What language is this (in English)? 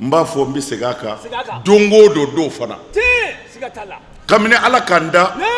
Bambara